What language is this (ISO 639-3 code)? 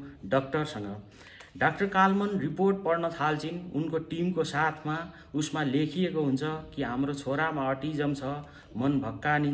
nep